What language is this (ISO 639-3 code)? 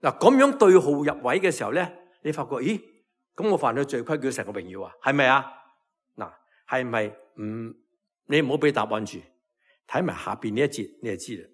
yue